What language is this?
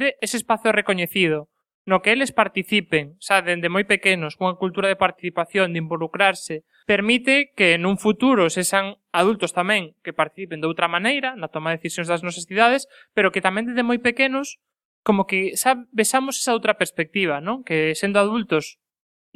Galician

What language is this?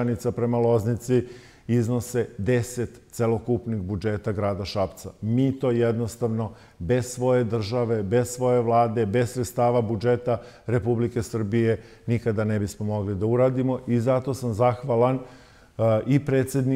Serbian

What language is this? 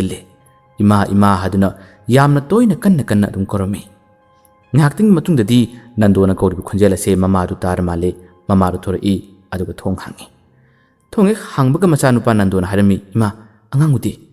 Manipuri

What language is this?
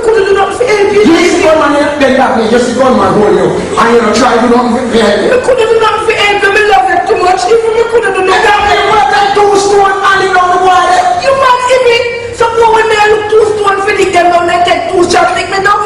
Jamaican Creole English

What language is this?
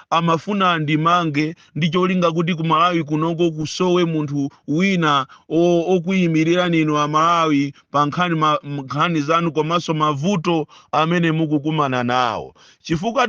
Nyanja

